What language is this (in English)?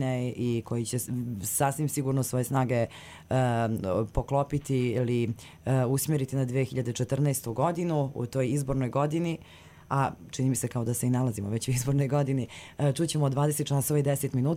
Bosnian